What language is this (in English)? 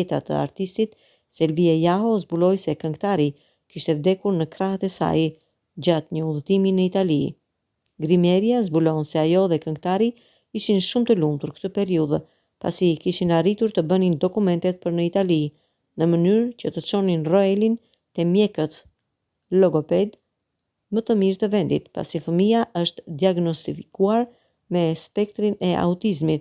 Albanian